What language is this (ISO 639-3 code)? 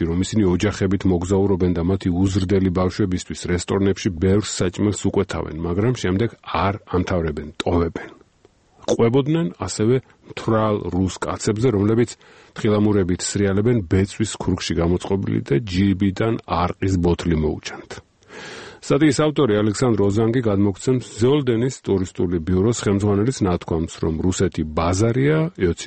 kat